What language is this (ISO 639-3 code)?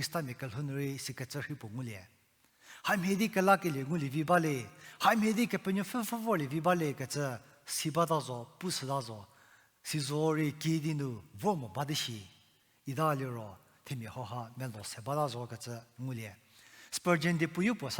njm